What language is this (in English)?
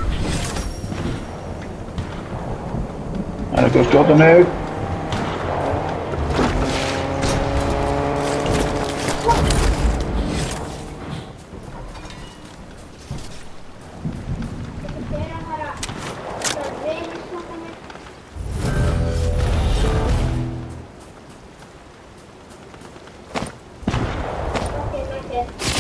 Icelandic